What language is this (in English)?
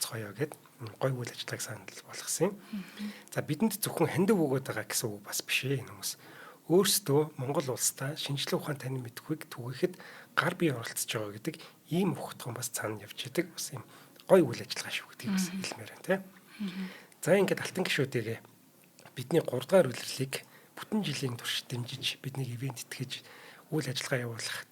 Mongolian